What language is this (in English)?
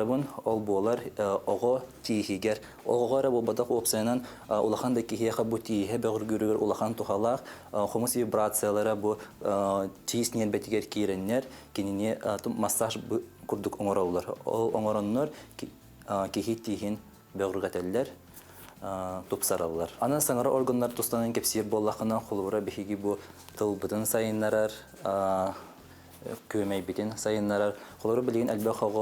Yakut